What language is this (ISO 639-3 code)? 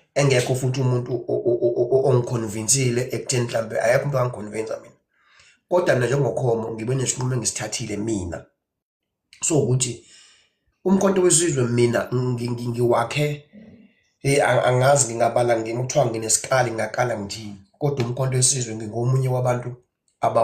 zul